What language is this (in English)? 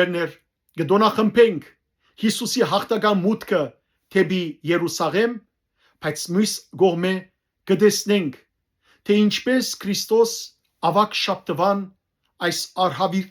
Western Armenian